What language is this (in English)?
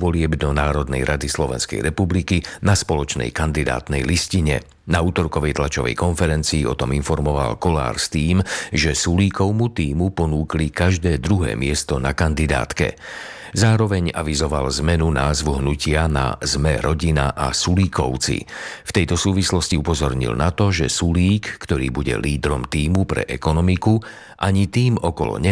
Slovak